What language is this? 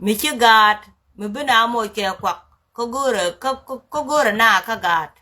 Nuer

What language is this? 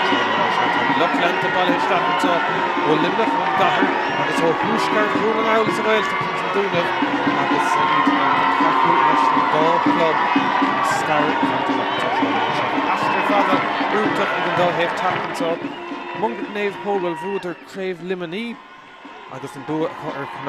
Irish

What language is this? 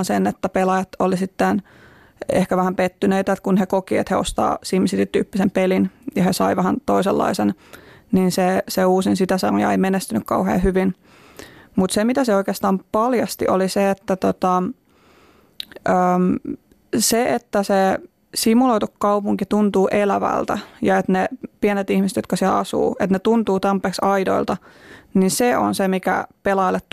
Finnish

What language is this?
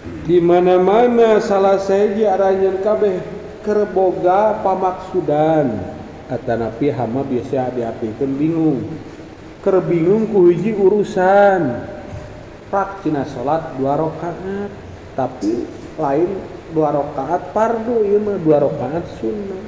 Sundanese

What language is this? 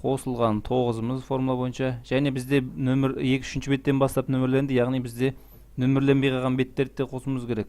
Kazakh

